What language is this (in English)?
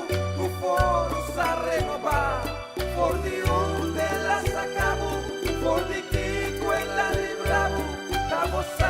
Papiamento